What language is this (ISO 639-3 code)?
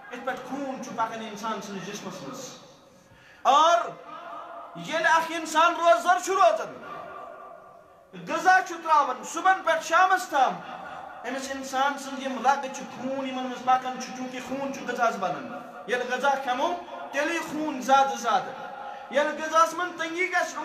kas